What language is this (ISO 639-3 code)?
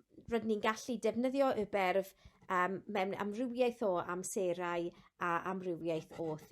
cym